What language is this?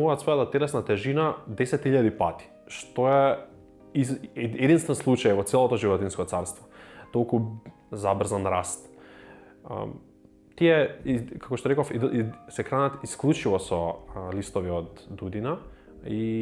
Macedonian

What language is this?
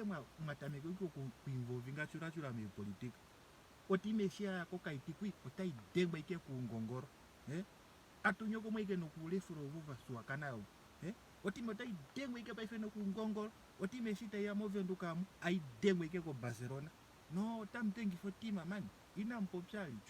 Ndonga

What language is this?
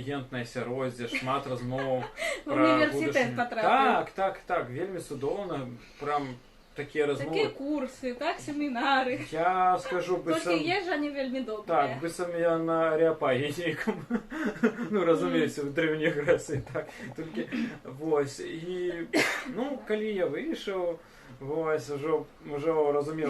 Belarusian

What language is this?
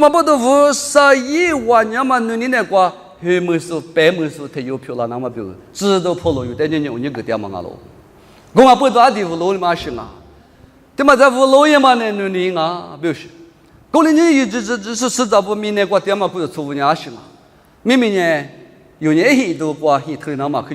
Lisu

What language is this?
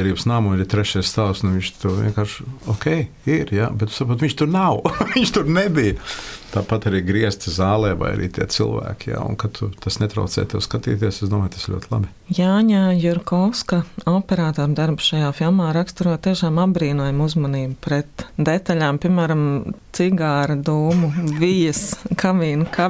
Latvian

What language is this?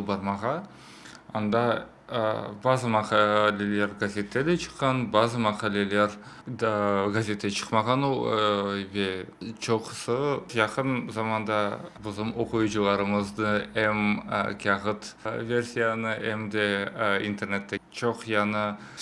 Crimean Tatar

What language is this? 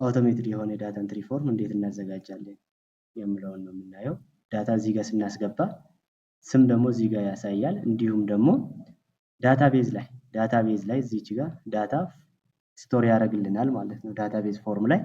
Amharic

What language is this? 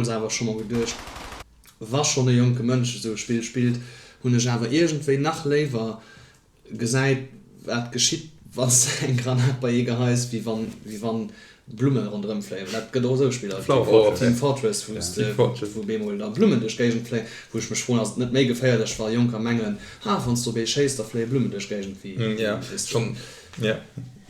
Luxembourgish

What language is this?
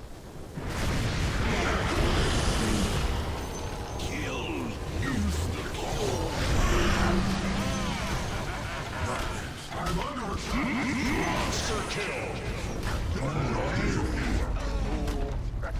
Hungarian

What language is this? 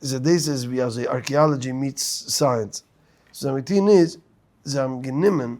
Yiddish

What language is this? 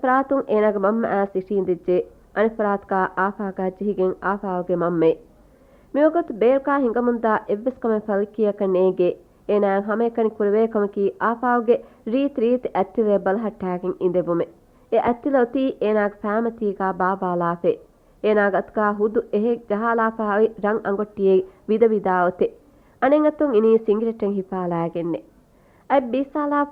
Divehi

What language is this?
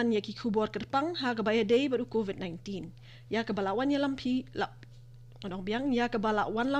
Khasi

